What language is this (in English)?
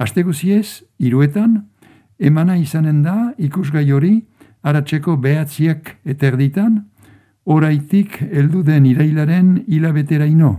Basque